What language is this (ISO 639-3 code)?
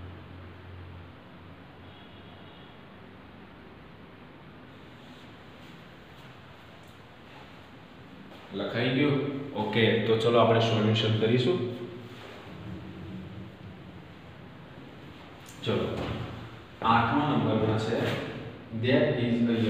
guj